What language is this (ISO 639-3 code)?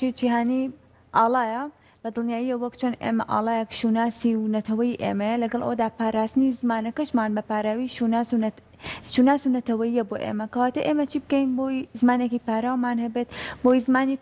ckb